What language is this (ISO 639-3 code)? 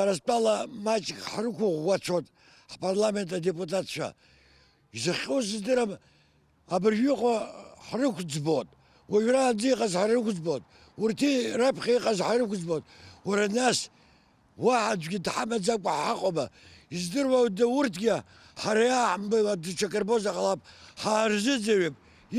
abk